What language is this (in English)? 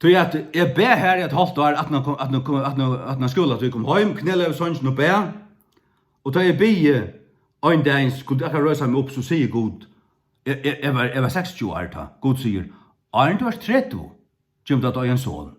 Faroese